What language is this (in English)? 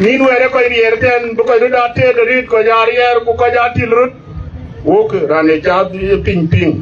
Dinka